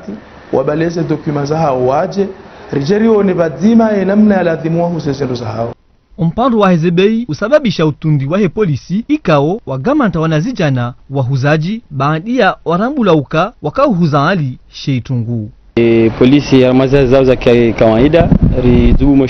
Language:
Ngazidja Comorian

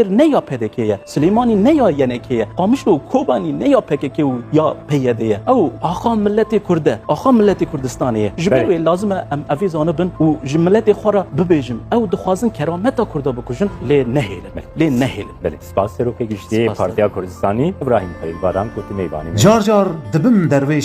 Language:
Kurdish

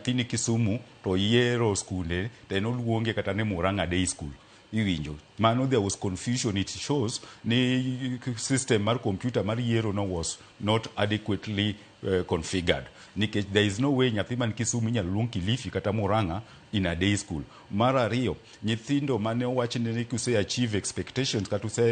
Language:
Luo (Kenya and Tanzania)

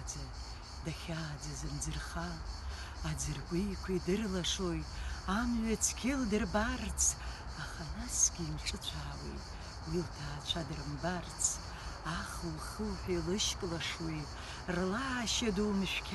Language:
Abkhazian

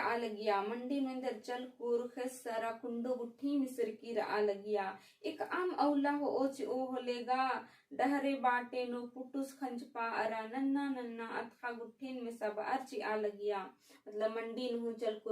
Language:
Kurukh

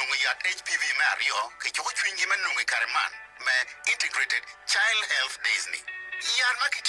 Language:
Acoli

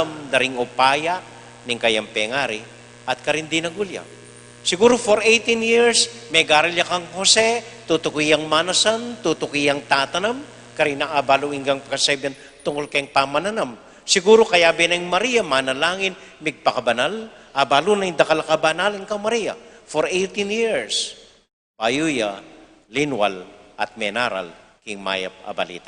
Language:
Pampanga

